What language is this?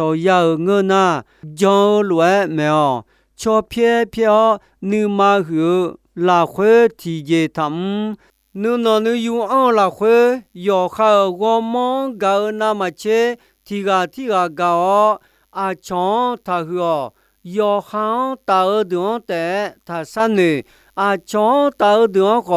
Akha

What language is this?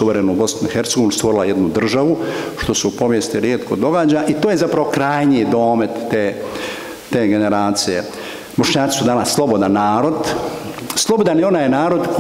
Bosnian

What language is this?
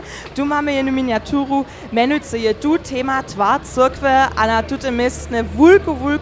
Upper Sorbian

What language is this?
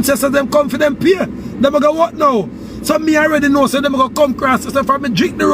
Jamaican Creole English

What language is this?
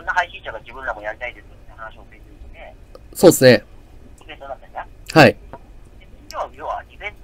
Japanese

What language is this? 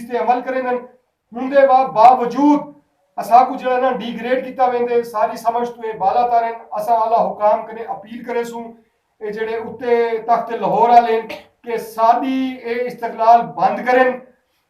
Saraiki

